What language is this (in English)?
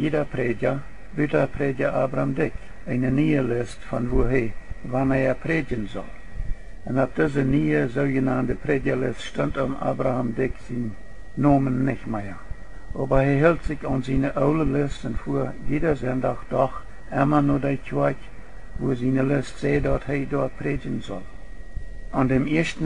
Plautdietsch